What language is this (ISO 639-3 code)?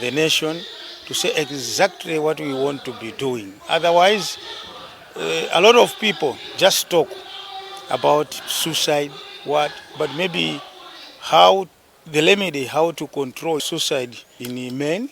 eng